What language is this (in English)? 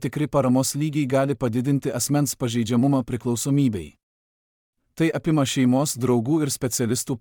Lithuanian